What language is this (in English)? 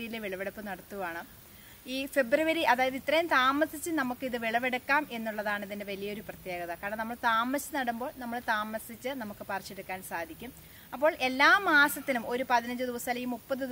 Malayalam